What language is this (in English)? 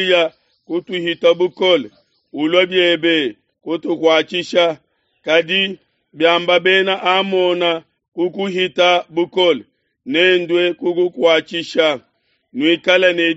Luba-Lulua